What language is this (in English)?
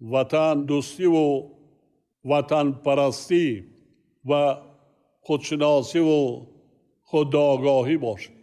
Tajik